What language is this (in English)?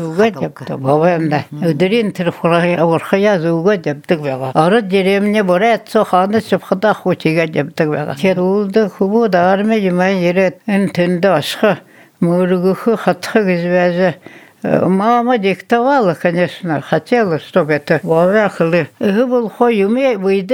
Buriat